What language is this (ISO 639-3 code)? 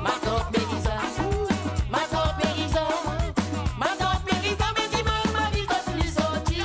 mfe